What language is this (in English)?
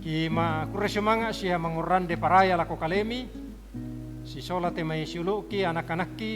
Toraja-Sa'dan